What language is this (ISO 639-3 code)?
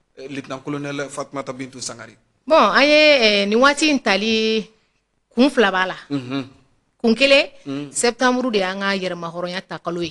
bam